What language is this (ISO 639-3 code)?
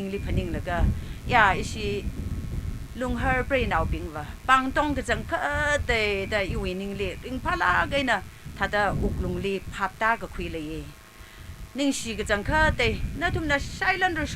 nmf